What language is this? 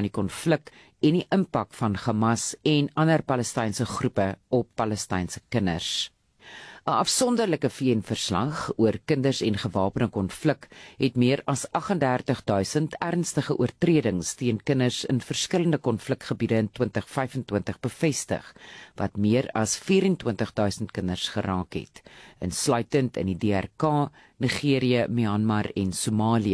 Afrikaans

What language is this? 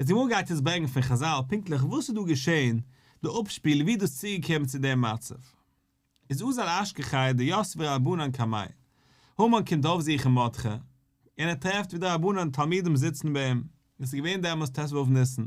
Yiddish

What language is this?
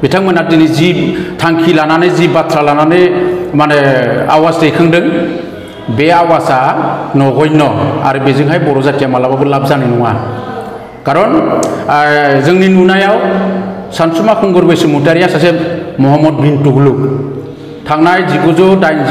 Bodo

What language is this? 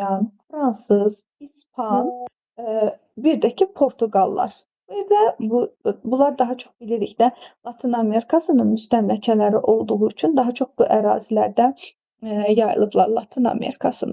Azerbaijani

